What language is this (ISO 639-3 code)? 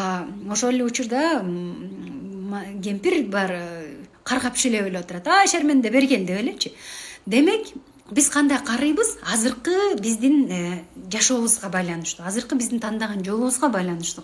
kir